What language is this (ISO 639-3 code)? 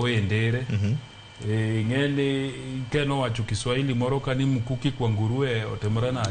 luo